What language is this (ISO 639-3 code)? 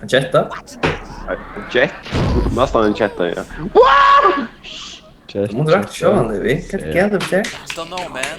fao